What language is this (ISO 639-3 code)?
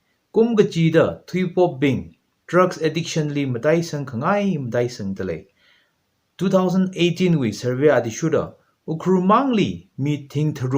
nmf